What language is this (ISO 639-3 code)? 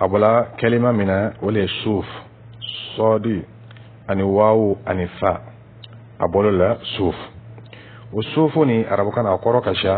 dyu